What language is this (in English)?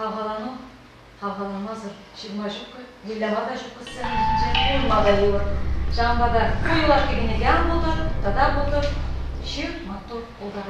Chuvash